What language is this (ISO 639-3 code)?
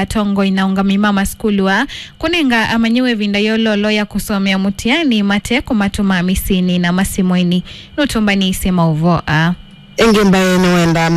kam